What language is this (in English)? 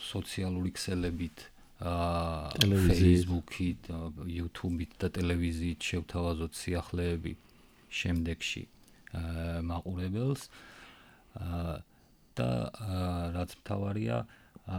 Georgian